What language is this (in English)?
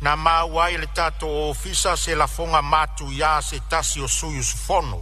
Samoan